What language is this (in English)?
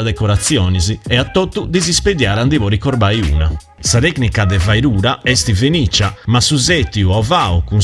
Sardinian